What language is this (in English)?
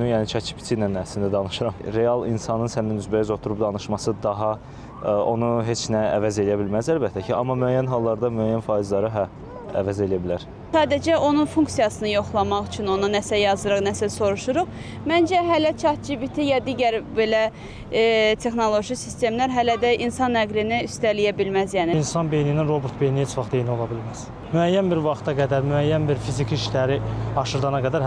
Azerbaijani